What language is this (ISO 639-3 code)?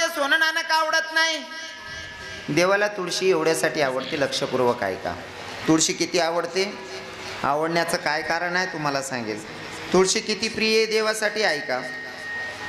mar